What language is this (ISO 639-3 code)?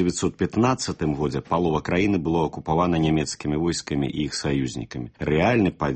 bel